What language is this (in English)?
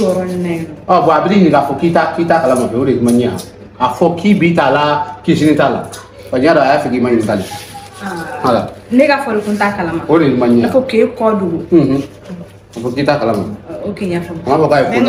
Bambara